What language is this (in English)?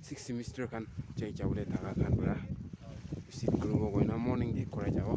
Naga Pidgin